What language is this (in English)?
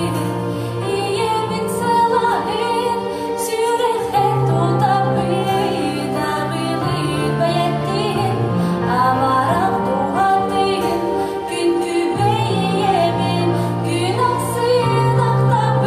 Yakut